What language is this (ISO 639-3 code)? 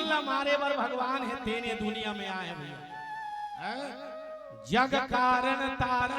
hne